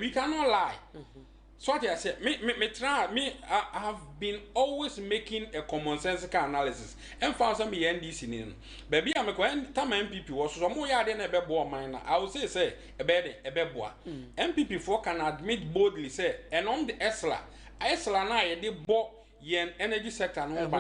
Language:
Akan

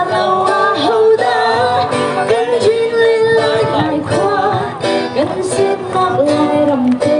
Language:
Hakha Chin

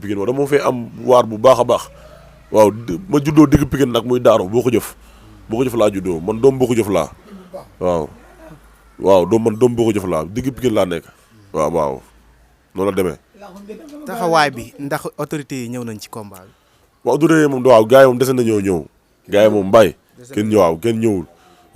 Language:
Wolof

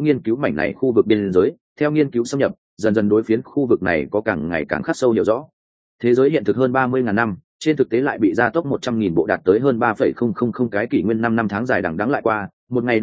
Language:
Vietnamese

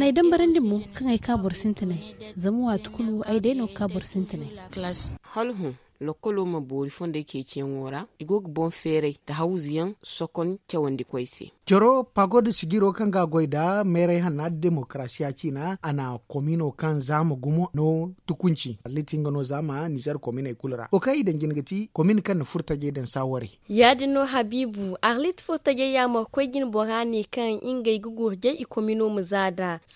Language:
Zarma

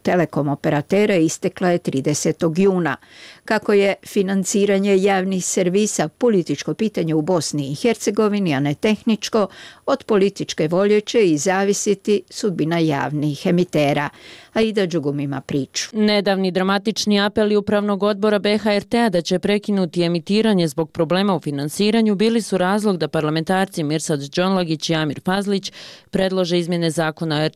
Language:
Bosnian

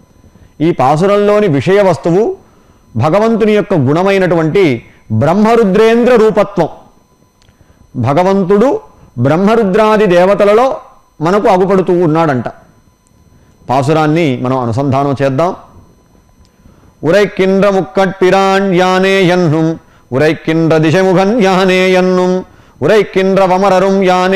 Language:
Telugu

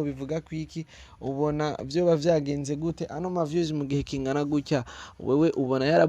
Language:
Rundi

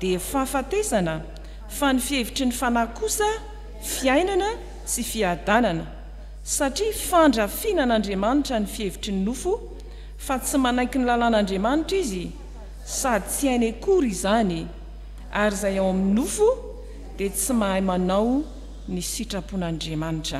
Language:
Malagasy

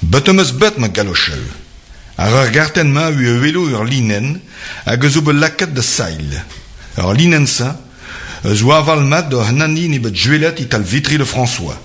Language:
Breton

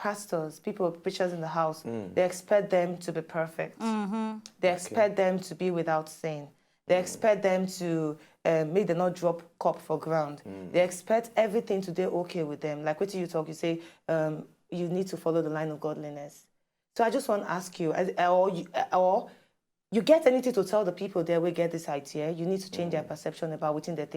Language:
Nigerian Pidgin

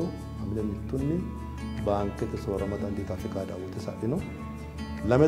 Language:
Sidamo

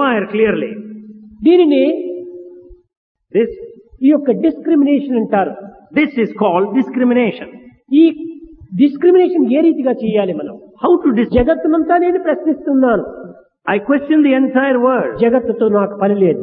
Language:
Telugu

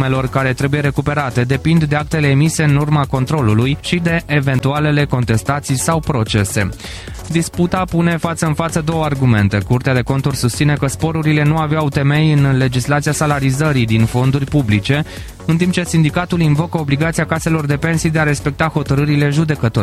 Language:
Romanian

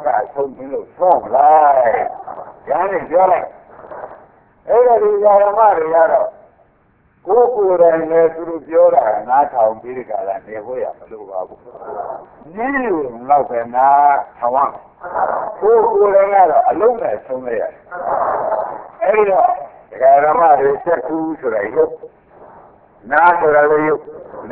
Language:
Burmese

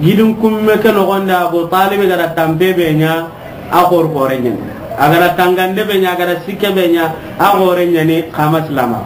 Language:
Soninke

